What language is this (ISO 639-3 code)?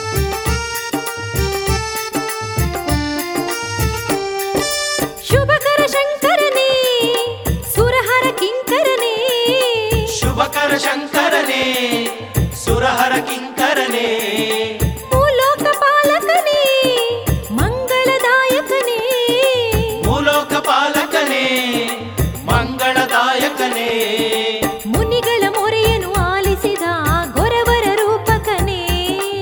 kan